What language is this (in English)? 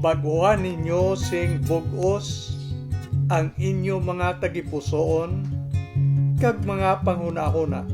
Hiligaynon